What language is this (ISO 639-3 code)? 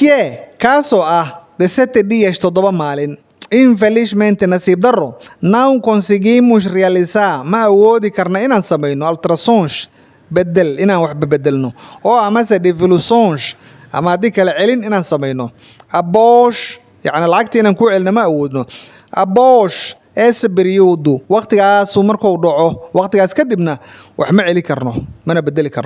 som